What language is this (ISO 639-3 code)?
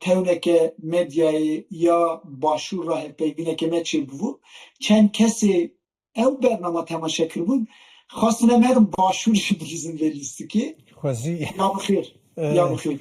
kur